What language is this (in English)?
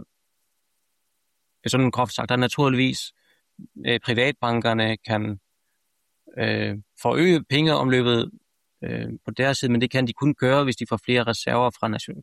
Danish